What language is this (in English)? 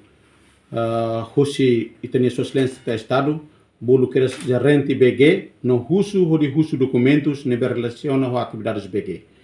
Tetum